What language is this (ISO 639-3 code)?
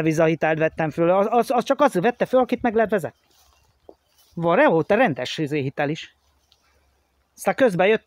hun